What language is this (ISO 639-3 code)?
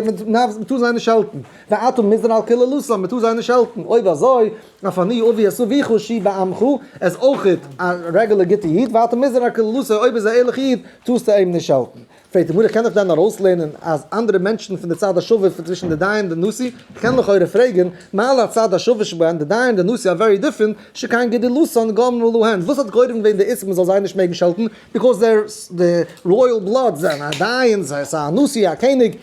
yid